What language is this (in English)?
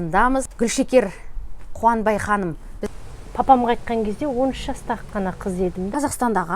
Kazakh